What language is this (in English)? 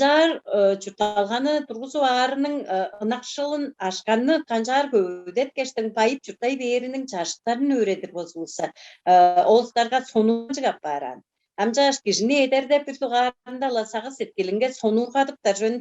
Tuvinian